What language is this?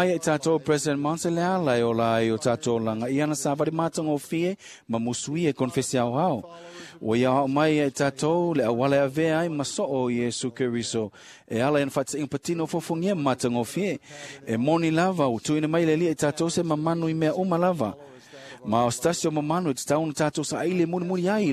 Samoan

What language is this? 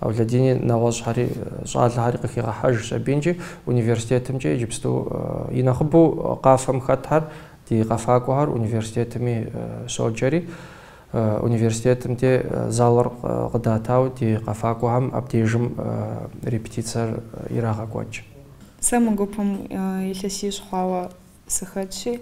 Kabardian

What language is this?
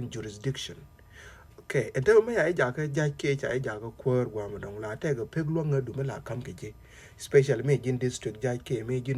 Nuer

